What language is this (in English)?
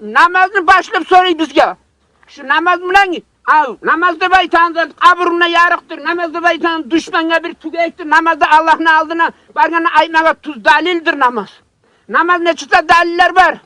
Kumyk